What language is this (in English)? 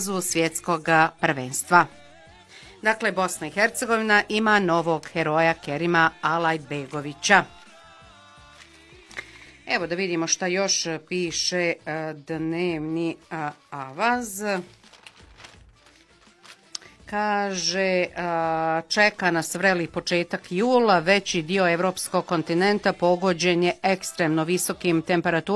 Bosnian